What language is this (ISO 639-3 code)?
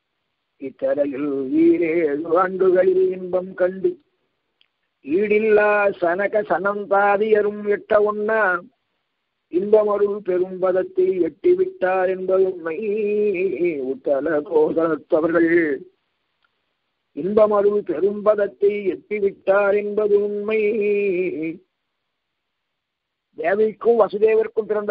tam